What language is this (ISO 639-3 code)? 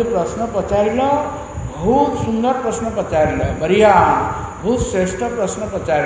ori